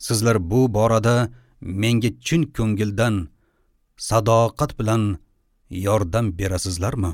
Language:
Uzbek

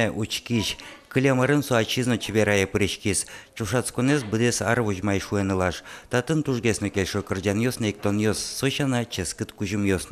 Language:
Udmurt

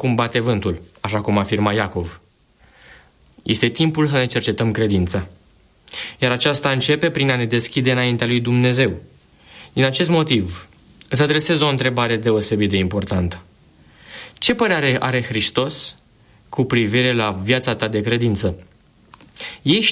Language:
Romanian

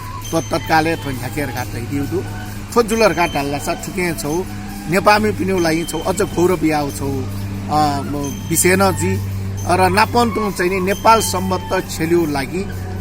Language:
Newari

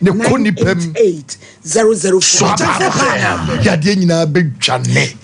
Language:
Akan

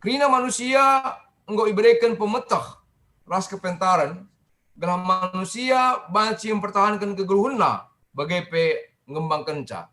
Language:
Batak Karo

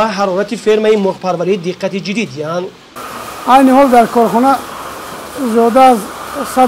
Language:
Tajik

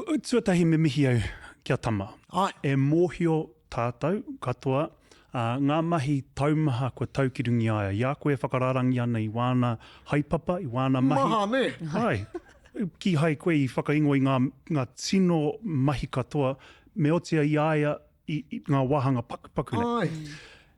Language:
Māori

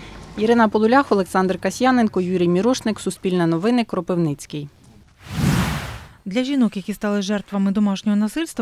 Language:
Ukrainian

